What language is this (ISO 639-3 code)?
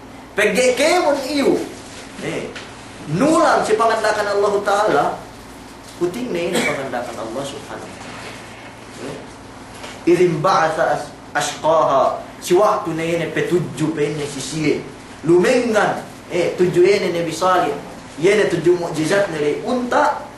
yka